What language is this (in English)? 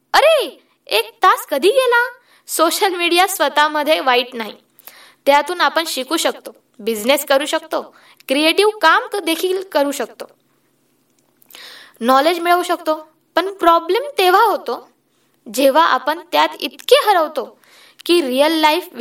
Marathi